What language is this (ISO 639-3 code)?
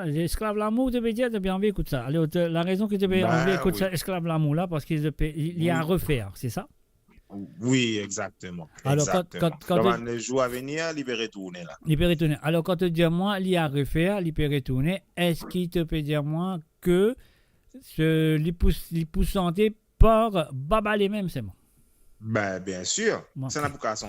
mfe